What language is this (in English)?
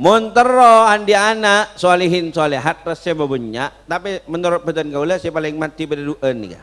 Madurese